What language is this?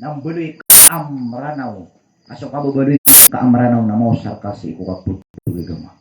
Maranao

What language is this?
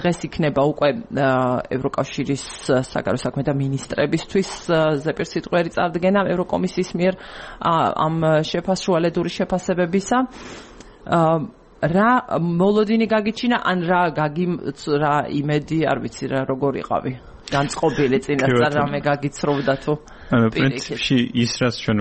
Georgian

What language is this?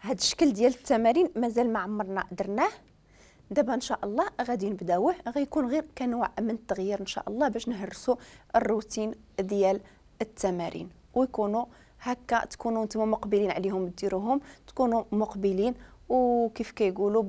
Moroccan Arabic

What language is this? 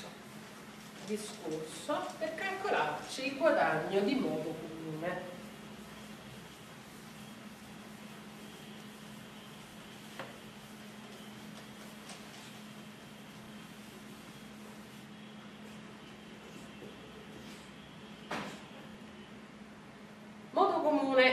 Italian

